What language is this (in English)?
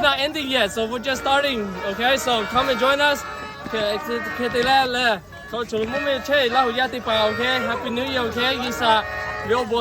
Lahu